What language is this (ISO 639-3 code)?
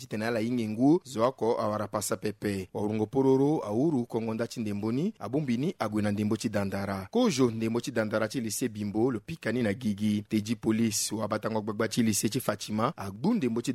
sag